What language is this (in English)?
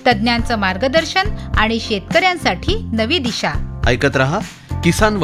Marathi